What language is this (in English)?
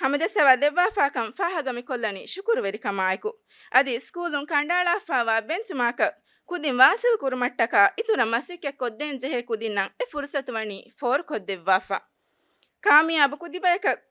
Divehi